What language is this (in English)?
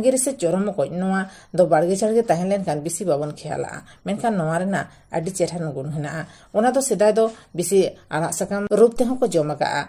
Santali